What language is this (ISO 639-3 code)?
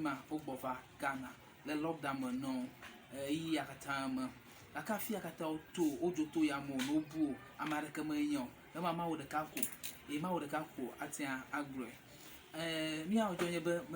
ewe